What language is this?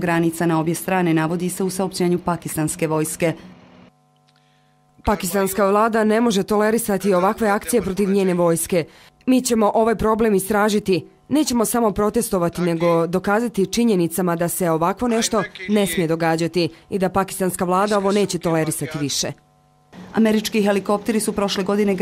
Bosnian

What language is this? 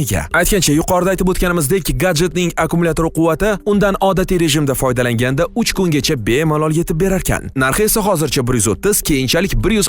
Uzbek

